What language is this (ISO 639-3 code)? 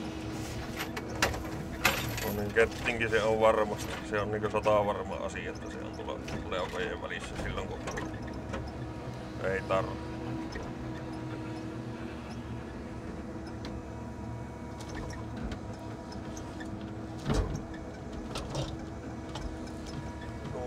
fin